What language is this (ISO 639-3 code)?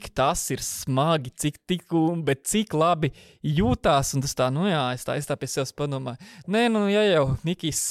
lav